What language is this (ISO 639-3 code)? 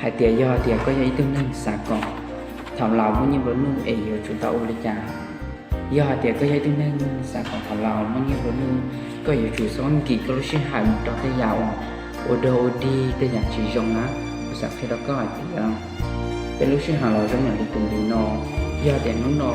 hmn